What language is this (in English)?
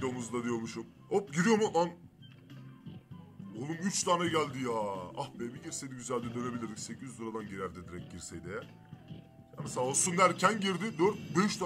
Turkish